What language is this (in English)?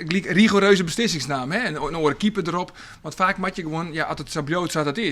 Western Frisian